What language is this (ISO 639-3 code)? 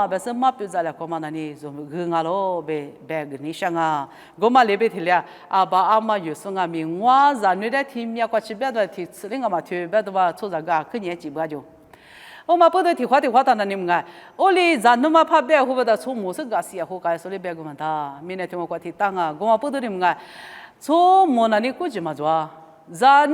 lis